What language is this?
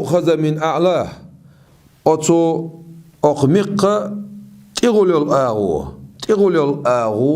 Chechen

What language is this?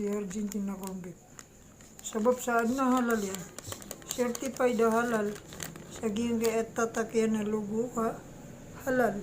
Maranao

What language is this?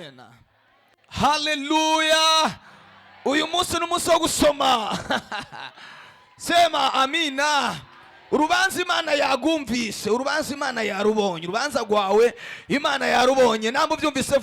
Rundi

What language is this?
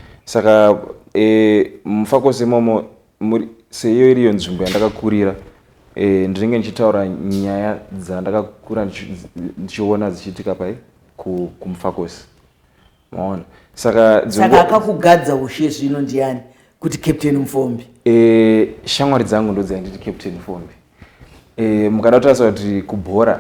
Shona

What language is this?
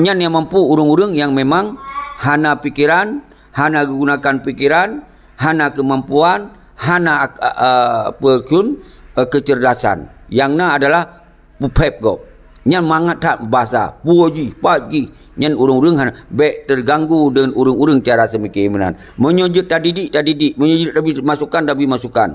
Achinese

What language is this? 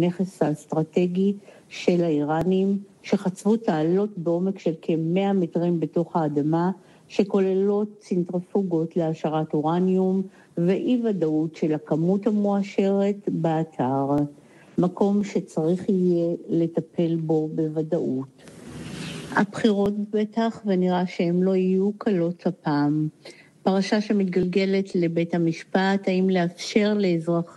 Hebrew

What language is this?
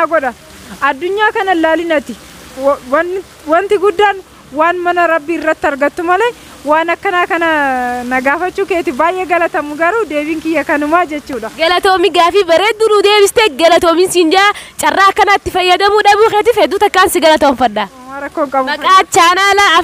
Oromo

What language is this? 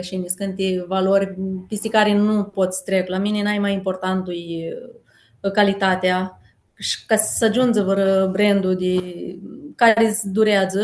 Aromanian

